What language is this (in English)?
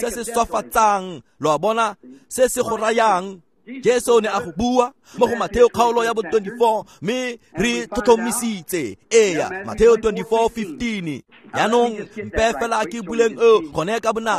Tswana